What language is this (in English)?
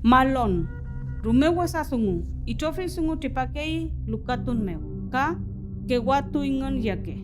Mapuche